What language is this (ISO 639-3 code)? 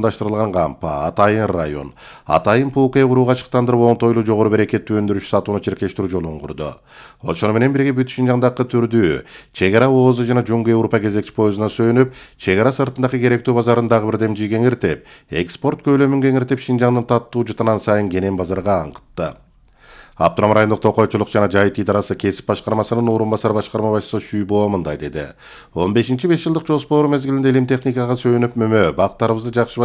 kir